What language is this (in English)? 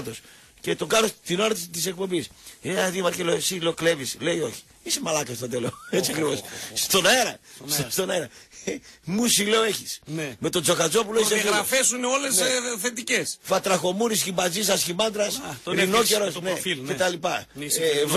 Greek